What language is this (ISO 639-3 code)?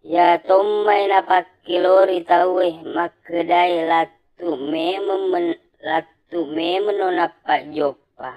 bug